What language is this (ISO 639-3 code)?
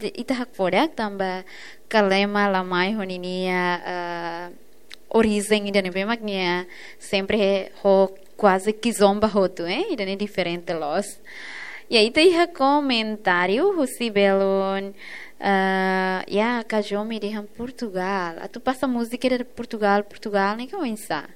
tet